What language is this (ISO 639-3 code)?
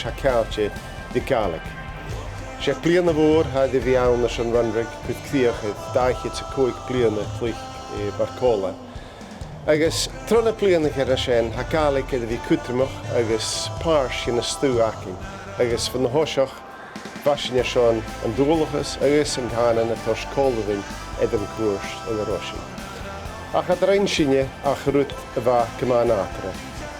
gla